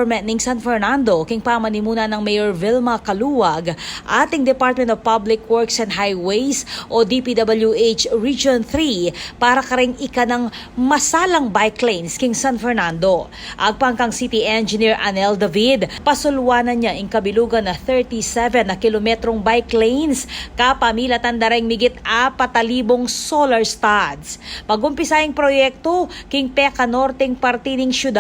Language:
Pampanga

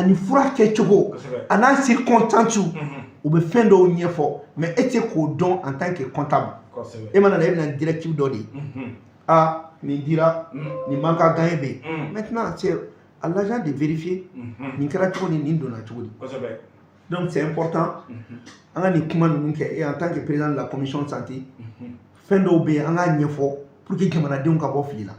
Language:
Bambara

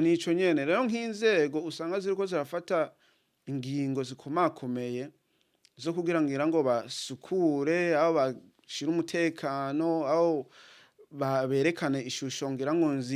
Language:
Rundi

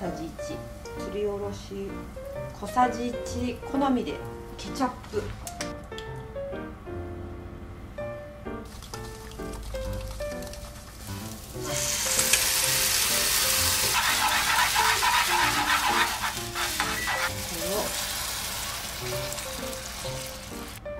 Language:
Japanese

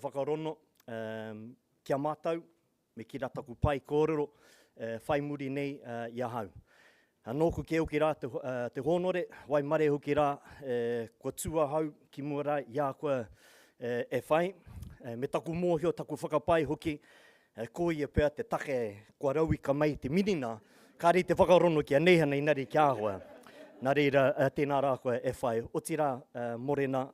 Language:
Māori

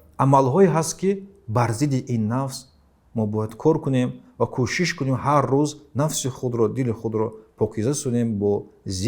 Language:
Tajik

